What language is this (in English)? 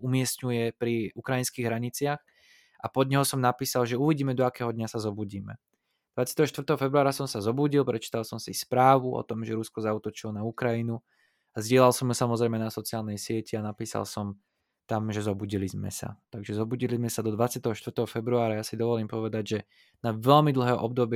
Slovak